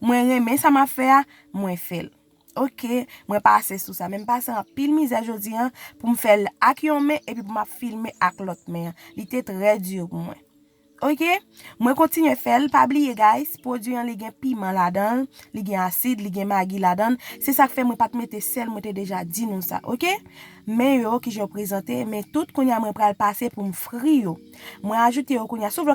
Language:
Haitian Creole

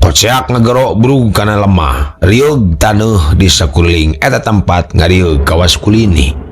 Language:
Sundanese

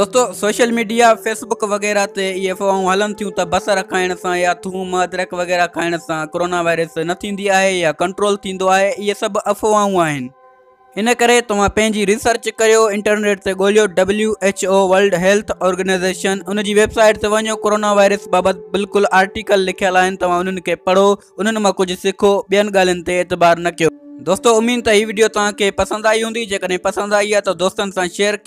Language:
Sindhi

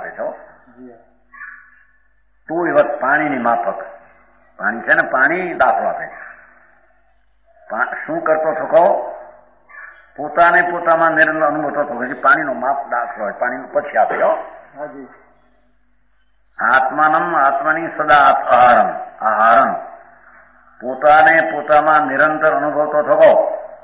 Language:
Gujarati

